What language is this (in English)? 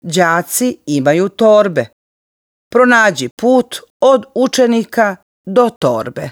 Serbian